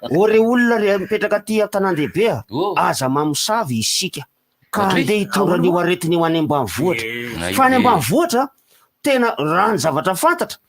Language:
Malagasy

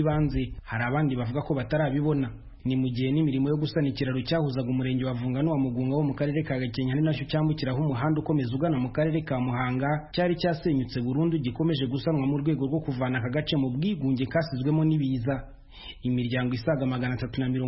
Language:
Kinyarwanda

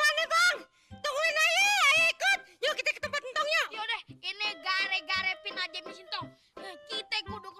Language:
Betawi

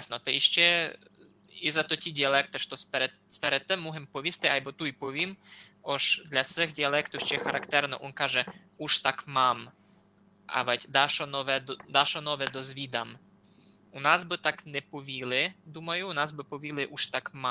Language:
Rusyn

